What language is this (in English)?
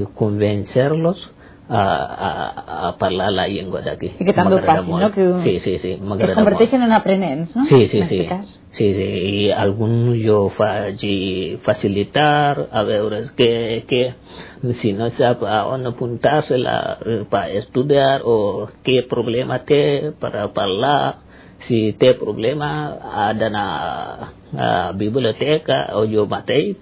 Catalan